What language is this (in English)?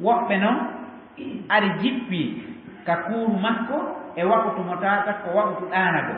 Fula